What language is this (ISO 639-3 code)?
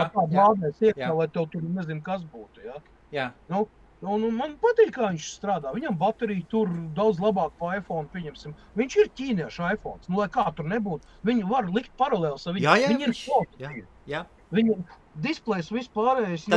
lav